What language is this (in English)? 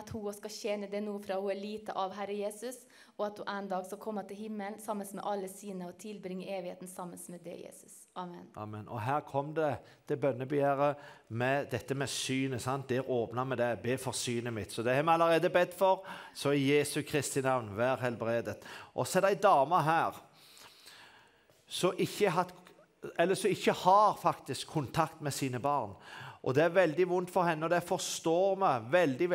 Norwegian